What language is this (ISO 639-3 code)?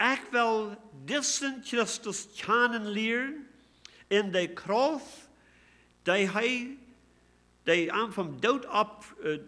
pdt